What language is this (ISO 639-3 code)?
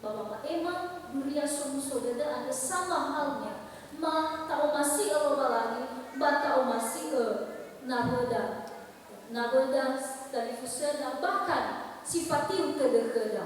nia